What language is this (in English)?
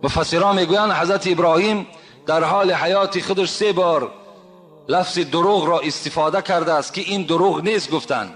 Tajik